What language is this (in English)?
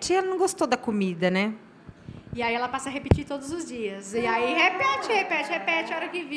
Portuguese